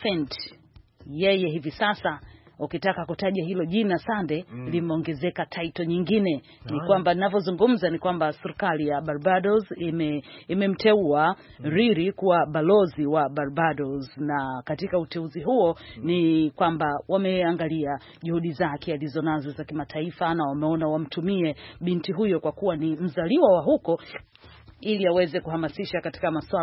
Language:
Swahili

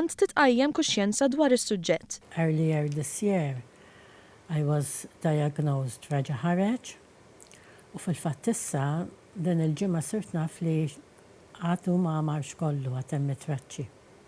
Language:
Maltese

